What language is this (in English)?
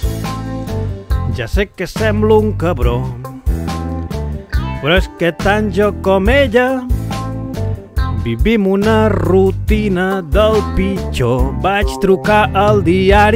Catalan